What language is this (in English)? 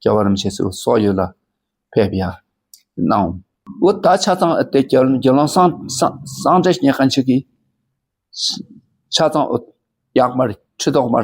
Dakpakha